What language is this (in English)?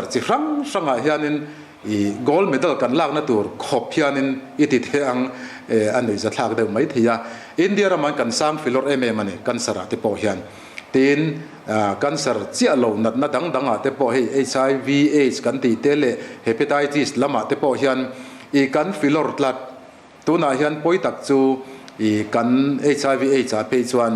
Mizo